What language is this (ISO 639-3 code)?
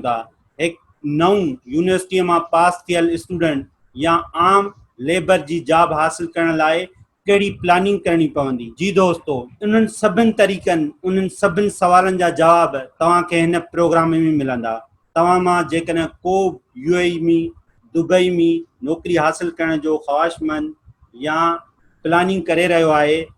snd